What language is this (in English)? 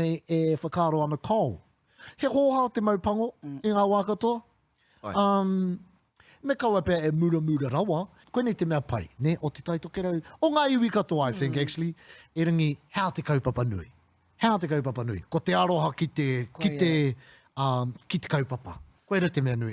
Māori